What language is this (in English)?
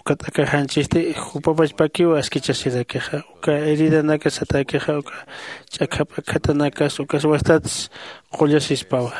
Aymara